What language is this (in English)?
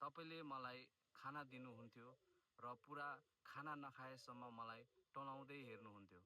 Nepali